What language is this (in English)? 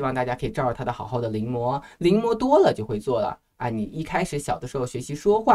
Chinese